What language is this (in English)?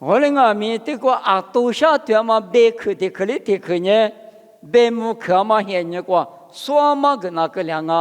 Lisu